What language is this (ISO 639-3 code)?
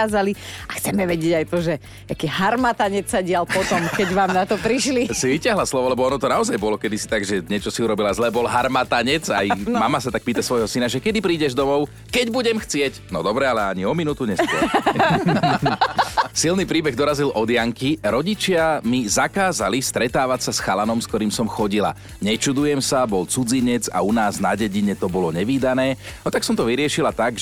slk